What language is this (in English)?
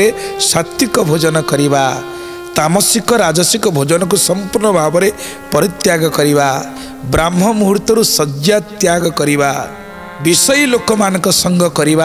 Odia